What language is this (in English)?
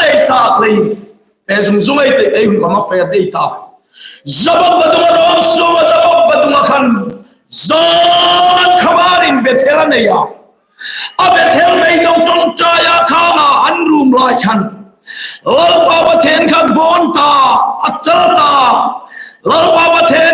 Hmar